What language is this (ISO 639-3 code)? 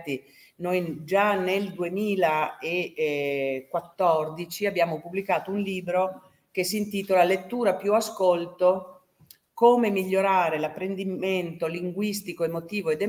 ita